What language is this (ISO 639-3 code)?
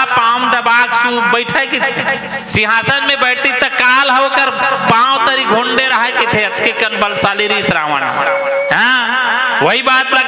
hne